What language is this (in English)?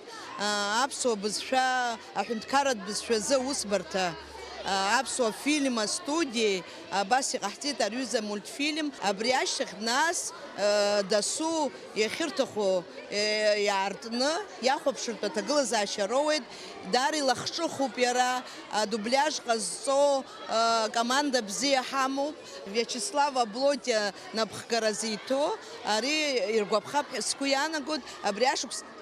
Abkhazian